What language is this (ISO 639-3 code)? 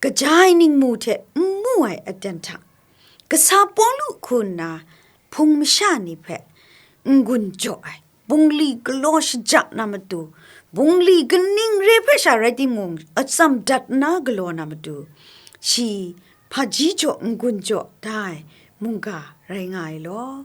kac